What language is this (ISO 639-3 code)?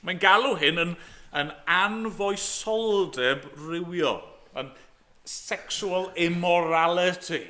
cym